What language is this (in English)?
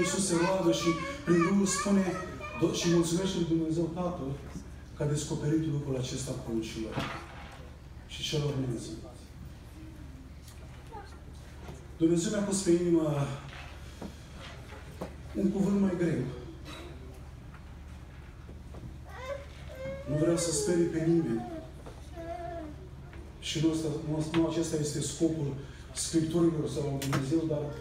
Romanian